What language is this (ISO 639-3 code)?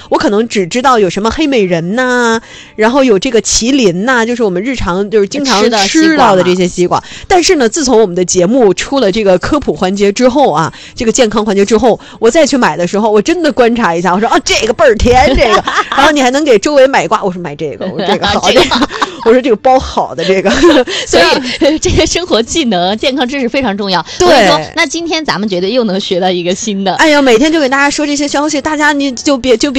zho